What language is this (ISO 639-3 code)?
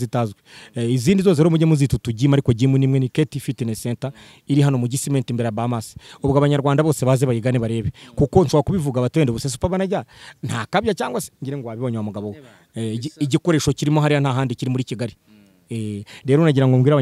kin